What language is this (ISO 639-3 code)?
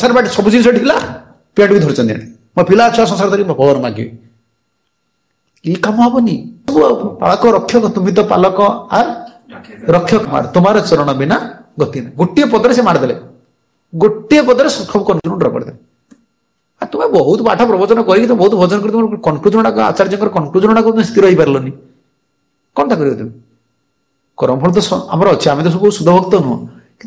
ori